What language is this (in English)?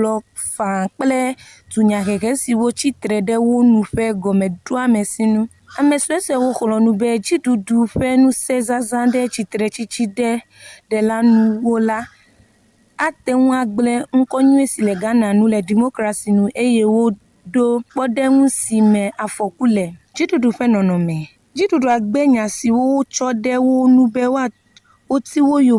Ewe